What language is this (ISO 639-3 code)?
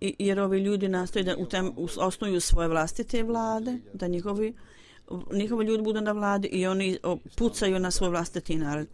bos